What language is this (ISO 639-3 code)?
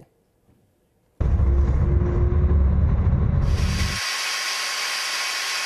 tur